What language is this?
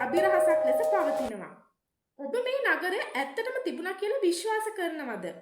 Sinhala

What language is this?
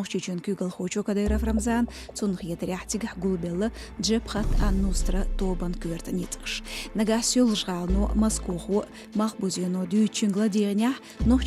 Chechen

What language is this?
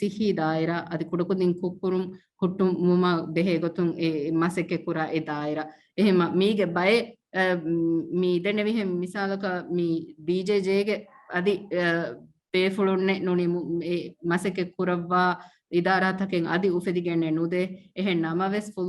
Divehi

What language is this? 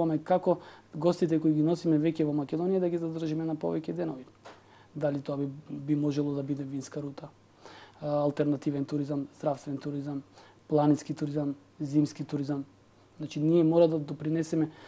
Macedonian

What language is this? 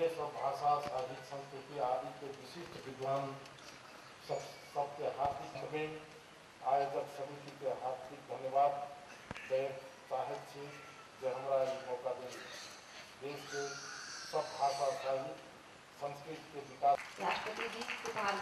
Maithili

